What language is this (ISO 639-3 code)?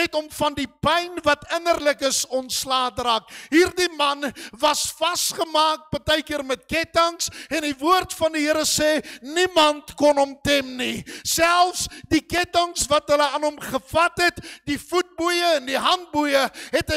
afr